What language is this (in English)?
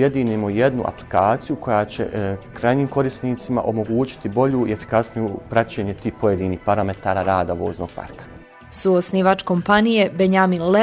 Bosnian